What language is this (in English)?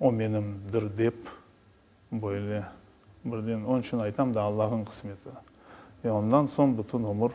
Crimean Tatar